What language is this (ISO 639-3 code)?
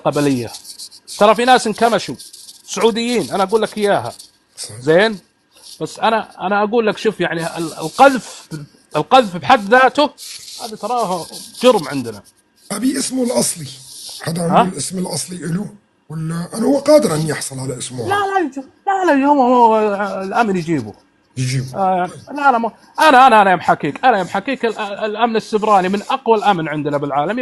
apc